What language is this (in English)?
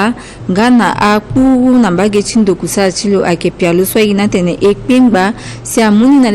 Sango